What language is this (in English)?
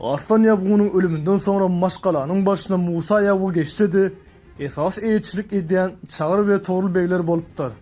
Turkmen